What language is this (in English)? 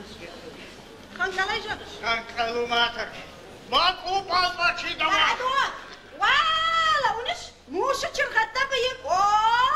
Ossetic